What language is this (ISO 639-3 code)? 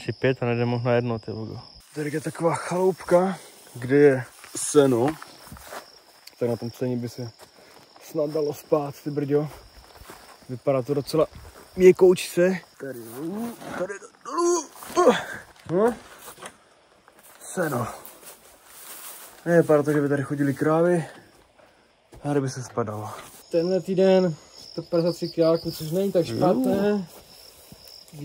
ces